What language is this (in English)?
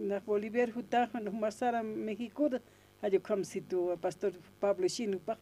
Aymara